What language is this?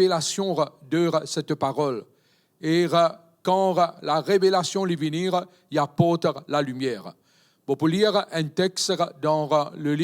Morisyen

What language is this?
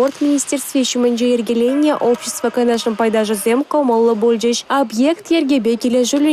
Chuvash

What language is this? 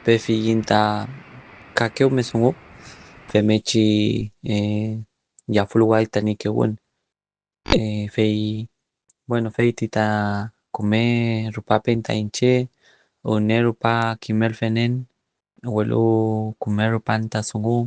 Mapuche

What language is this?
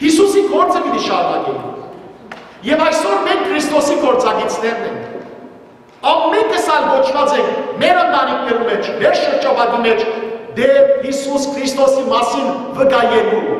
Western Armenian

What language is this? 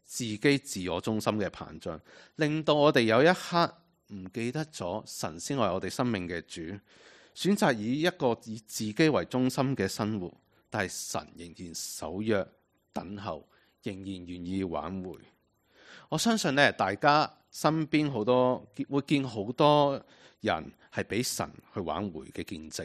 Cantonese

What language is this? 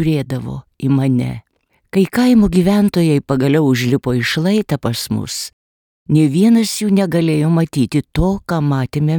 Lithuanian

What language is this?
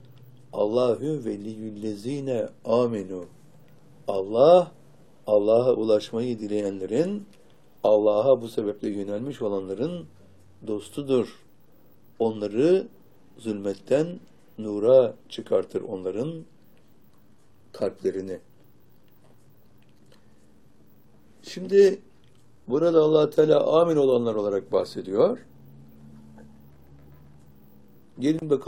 Turkish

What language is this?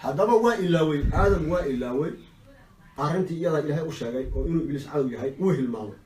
Somali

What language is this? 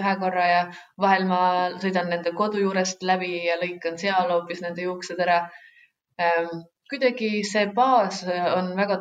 Estonian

